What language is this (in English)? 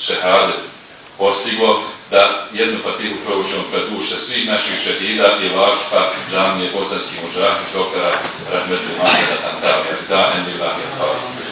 Bosnian